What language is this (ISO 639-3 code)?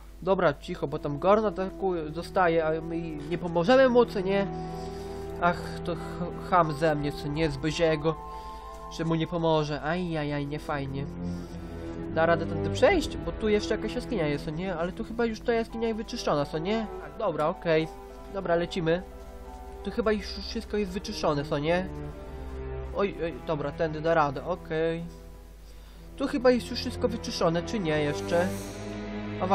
pol